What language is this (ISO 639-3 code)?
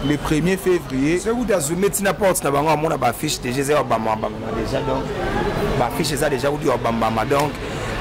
lin